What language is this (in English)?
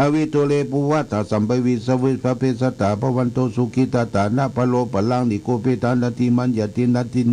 Pali